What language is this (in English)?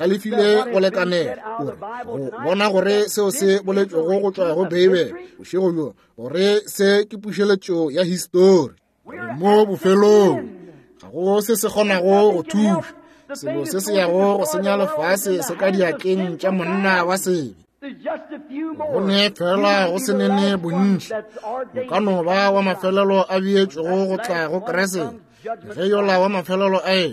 Northern Sotho